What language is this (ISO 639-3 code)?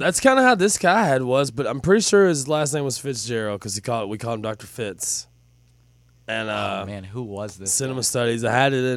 eng